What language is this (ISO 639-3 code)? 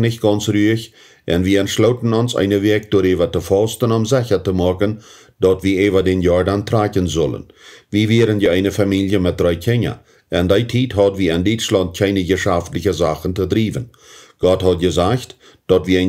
pdt